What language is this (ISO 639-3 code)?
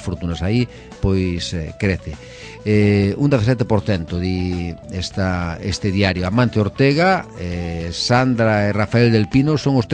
glg